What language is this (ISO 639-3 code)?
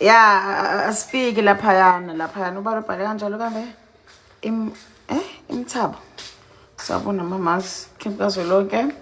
zul